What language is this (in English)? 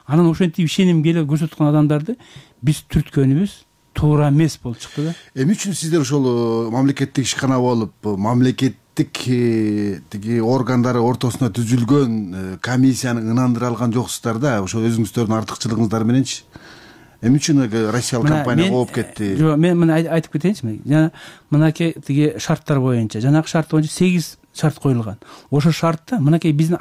Kyrgyz